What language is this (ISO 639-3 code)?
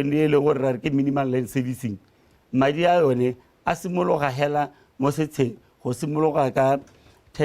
tsn